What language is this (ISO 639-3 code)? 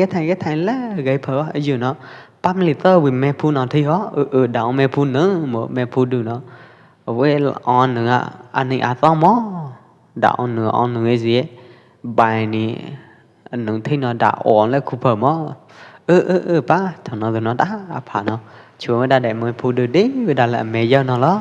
kjp